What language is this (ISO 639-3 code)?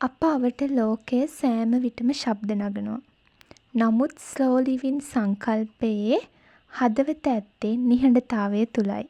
sin